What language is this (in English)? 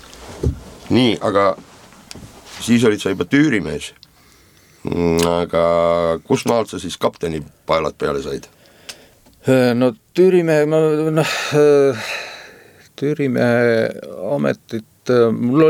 Estonian